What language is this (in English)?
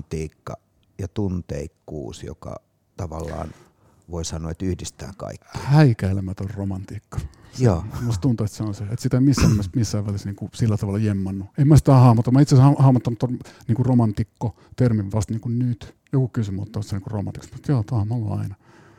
Finnish